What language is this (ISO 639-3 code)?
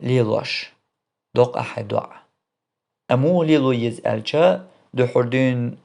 che